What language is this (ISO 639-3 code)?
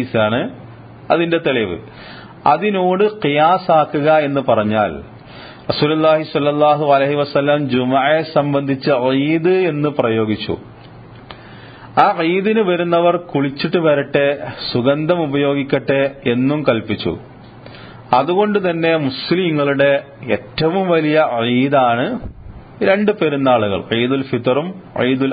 mal